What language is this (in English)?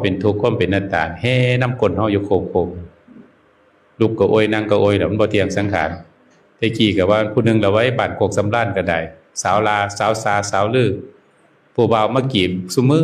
Northeastern Thai